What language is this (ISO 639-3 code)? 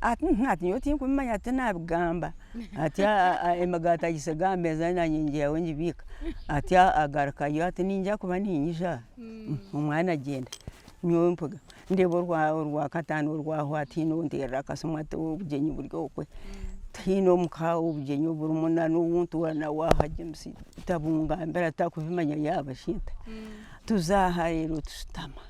nyn